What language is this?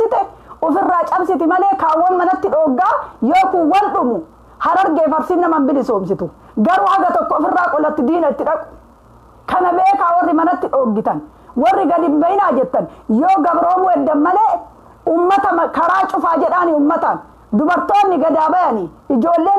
Oromo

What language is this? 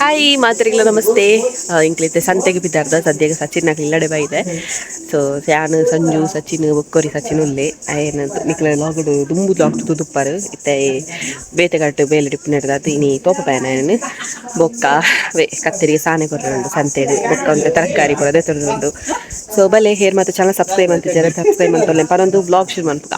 Tulu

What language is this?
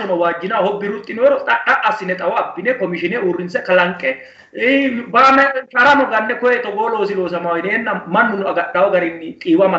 Sidamo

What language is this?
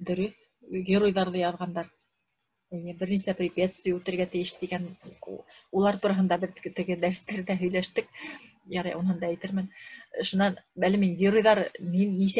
Bashkir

